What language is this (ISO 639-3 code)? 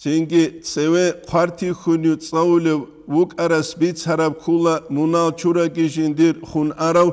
ava